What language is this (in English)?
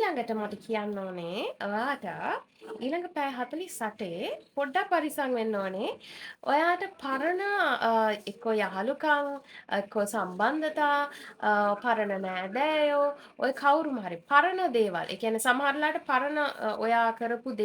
Sinhala